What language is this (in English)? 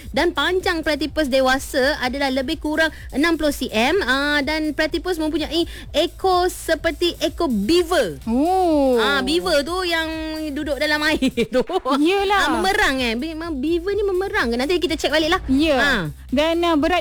Malay